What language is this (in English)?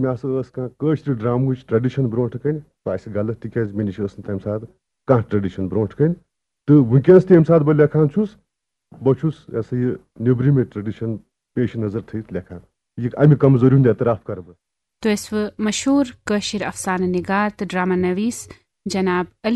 Kashmiri